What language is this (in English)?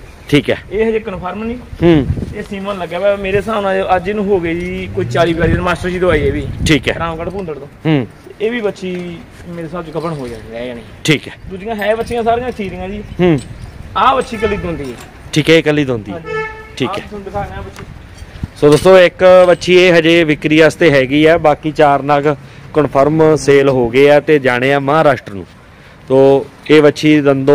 Punjabi